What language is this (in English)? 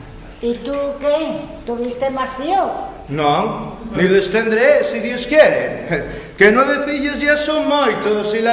Asturian